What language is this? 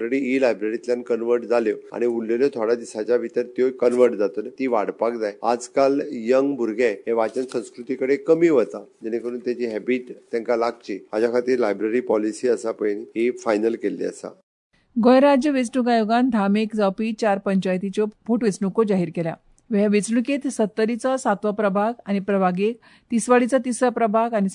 Konkani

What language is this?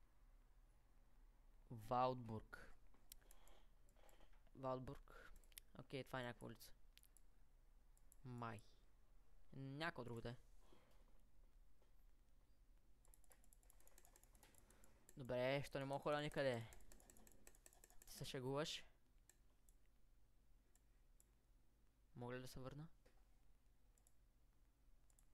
Bulgarian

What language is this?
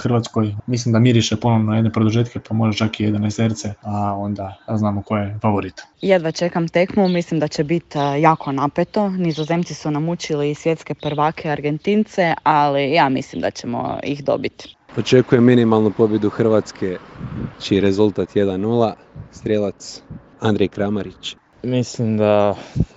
Croatian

